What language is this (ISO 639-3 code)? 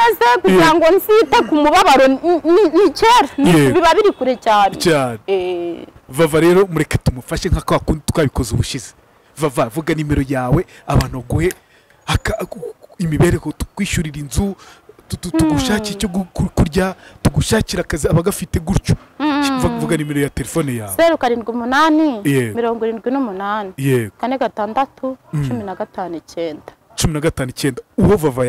kin